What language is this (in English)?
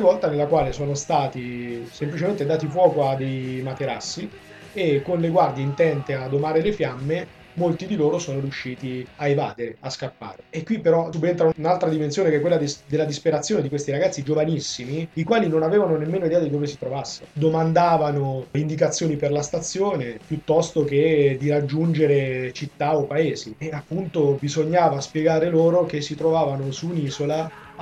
Italian